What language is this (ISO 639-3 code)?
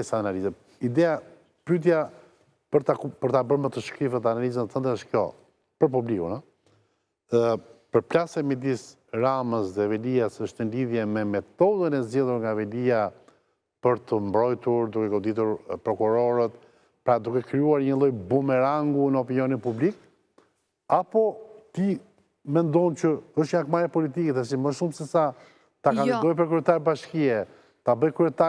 sqi